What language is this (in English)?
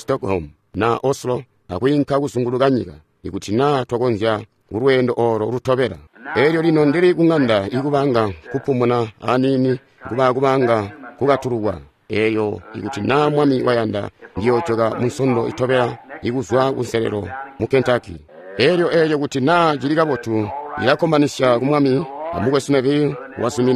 Tonga (Zambia)